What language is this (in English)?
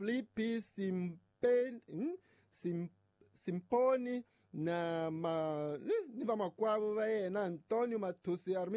Tsonga